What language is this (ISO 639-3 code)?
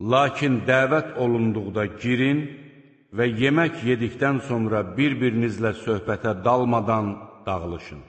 aze